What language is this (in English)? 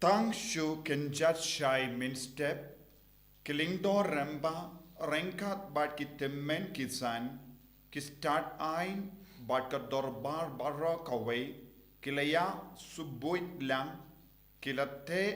Khasi